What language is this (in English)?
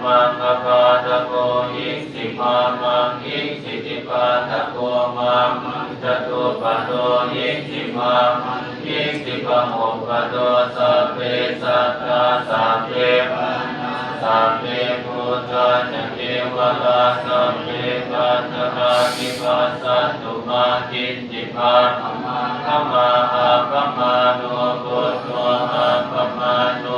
Pali